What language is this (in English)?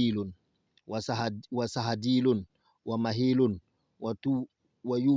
Bambara